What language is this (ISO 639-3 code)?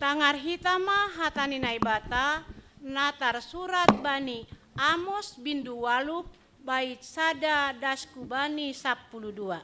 bts